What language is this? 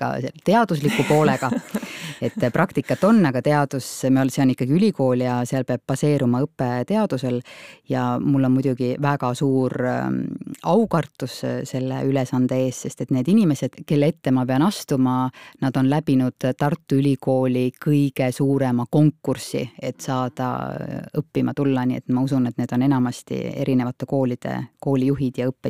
Estonian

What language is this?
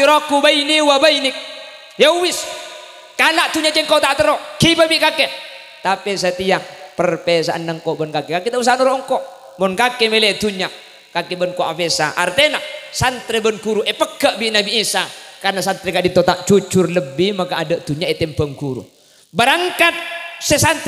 Madurese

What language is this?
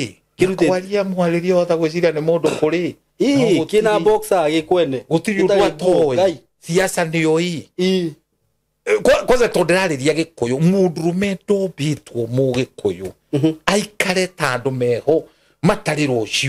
Kikuyu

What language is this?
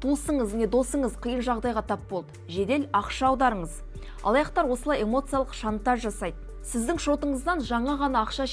Kazakh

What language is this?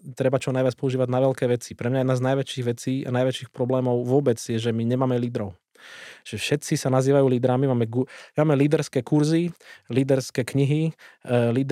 Slovak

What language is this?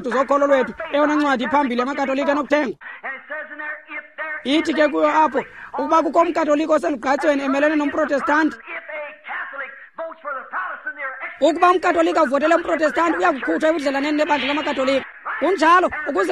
Xhosa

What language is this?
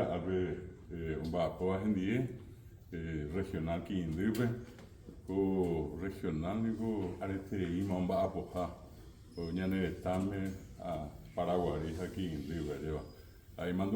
Guarani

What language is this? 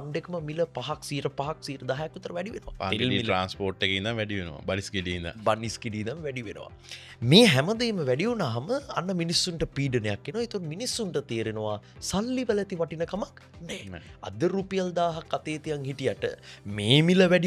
Sinhala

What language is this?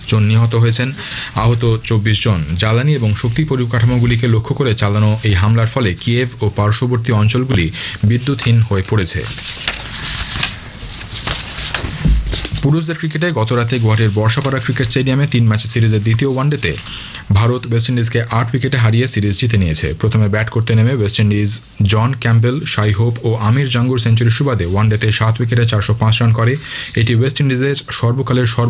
Bangla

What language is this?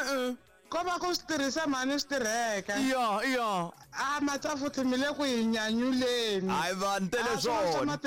Tsonga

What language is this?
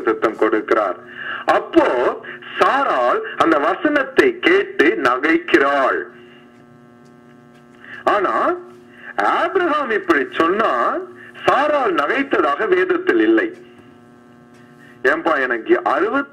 Tamil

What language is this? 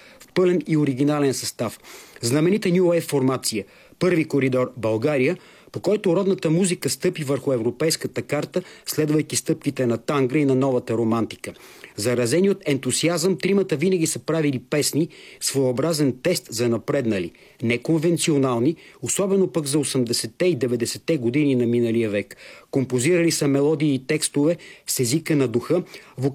Bulgarian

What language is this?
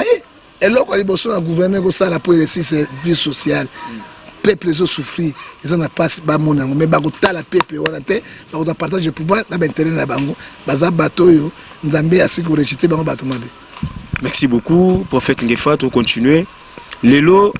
Lingala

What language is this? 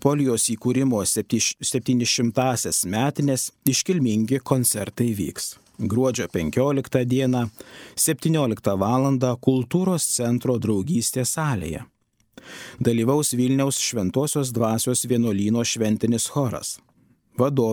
Lithuanian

